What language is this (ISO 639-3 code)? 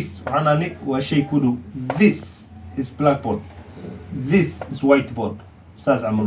som